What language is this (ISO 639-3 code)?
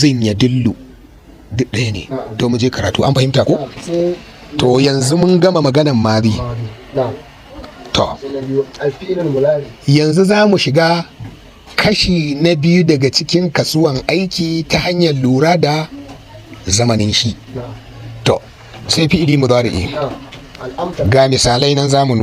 hau